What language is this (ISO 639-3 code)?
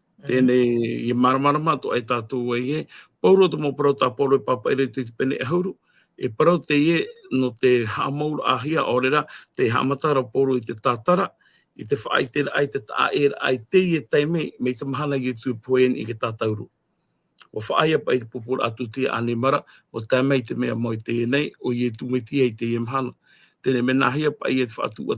tah